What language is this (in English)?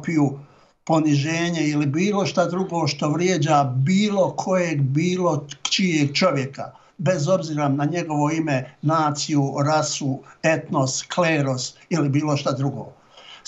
Bosnian